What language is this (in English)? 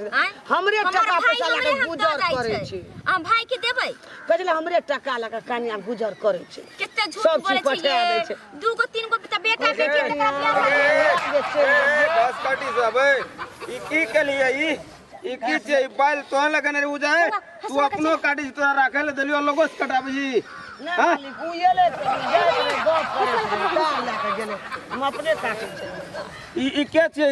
Maithili